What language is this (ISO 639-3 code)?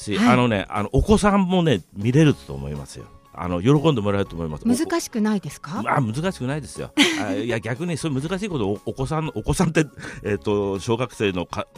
jpn